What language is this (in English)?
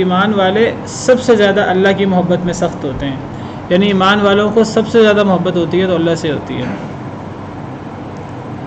Urdu